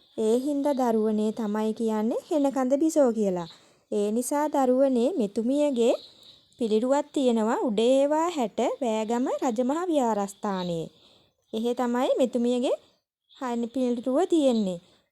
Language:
Sinhala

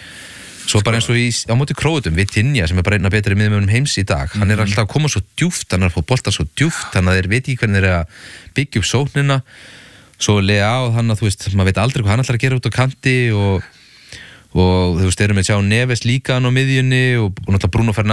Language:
Icelandic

